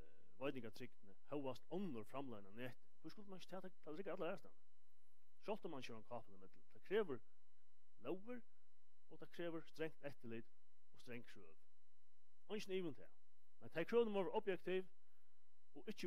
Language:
Faroese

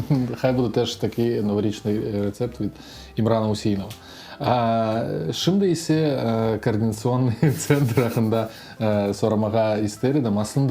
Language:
Crimean Tatar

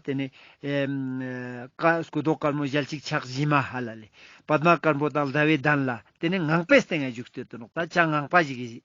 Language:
Ladakhi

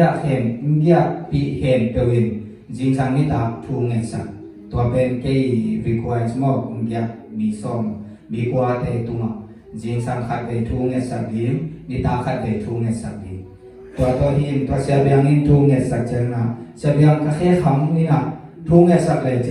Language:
Tedim Chin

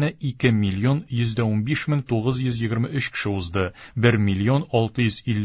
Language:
Tatar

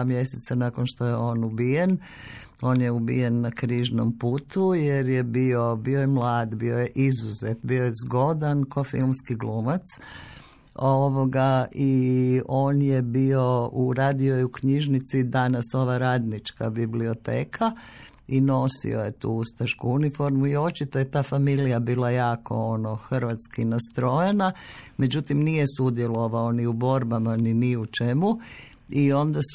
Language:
Croatian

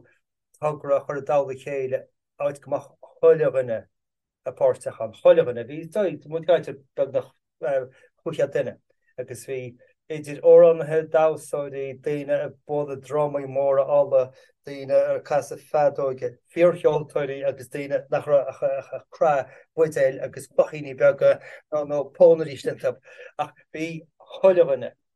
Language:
Irish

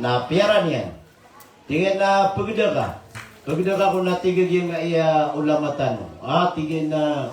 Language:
Maranao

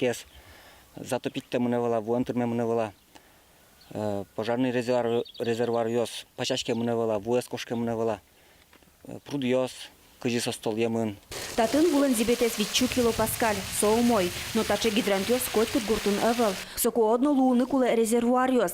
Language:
Udmurt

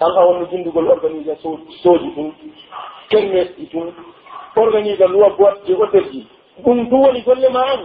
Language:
Pular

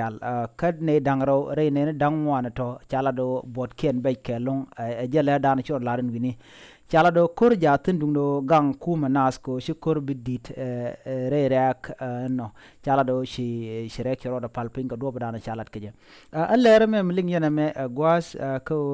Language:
Nuer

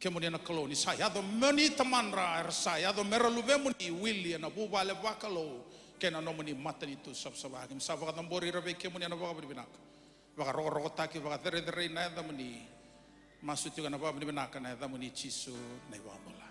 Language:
Fijian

